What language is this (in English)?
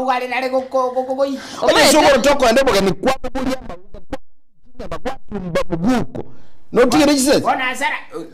Gusii